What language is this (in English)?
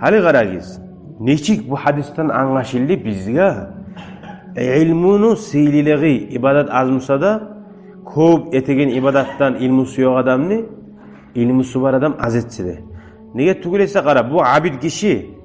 Kumyk